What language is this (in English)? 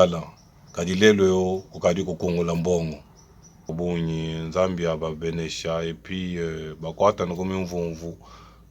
Luba-Lulua